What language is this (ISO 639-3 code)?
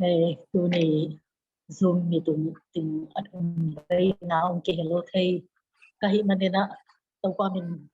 ctd